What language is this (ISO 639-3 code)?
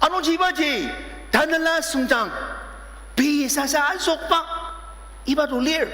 njo